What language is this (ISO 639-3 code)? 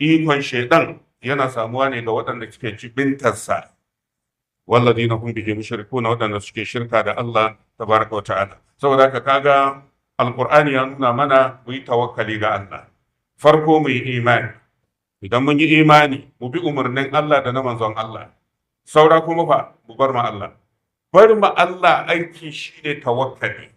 hau